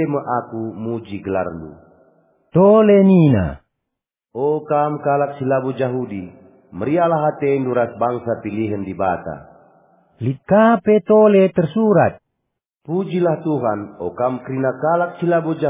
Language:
Batak Karo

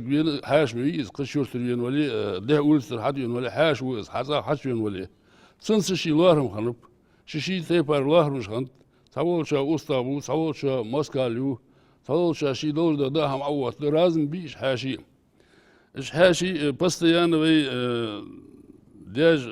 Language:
Ingush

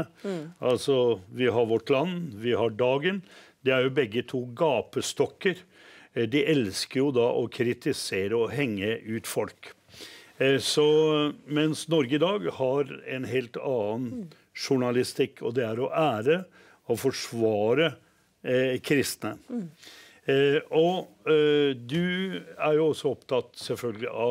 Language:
Norwegian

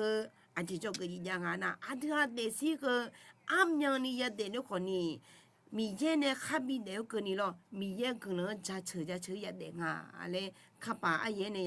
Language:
Akha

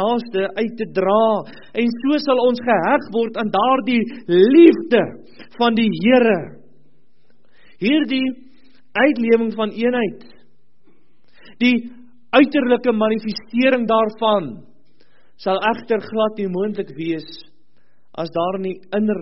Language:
Afrikaans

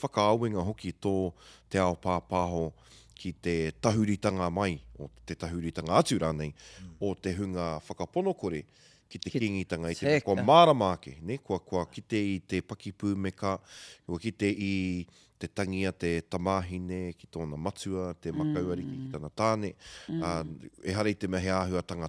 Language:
Māori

